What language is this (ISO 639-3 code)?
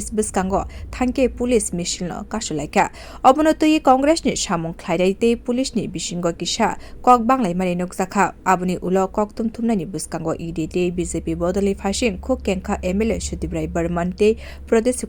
trp